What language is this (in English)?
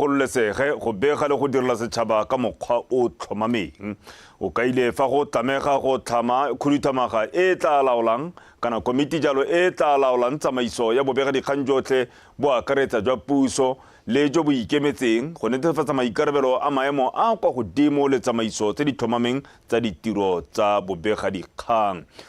Tswana